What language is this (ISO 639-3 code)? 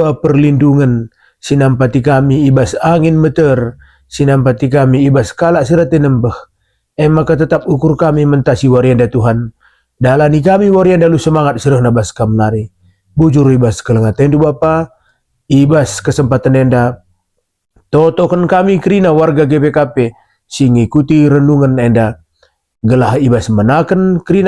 btx